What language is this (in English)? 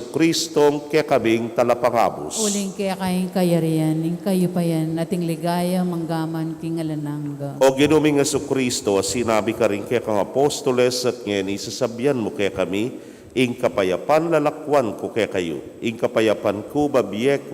Pampanga